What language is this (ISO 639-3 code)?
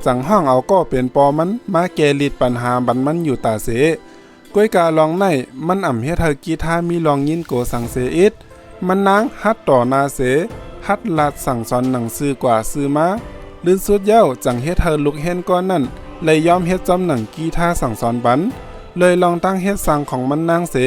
shn